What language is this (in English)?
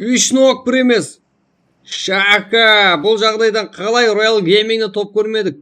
Kara-Kalpak